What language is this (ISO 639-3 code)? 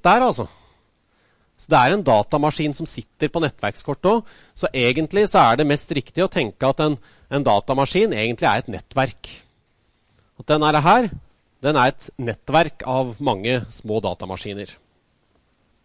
nor